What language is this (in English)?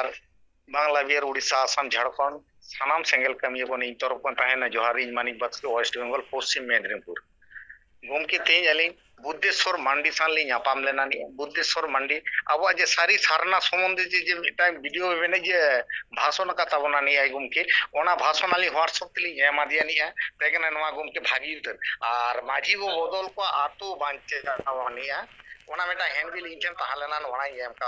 Santali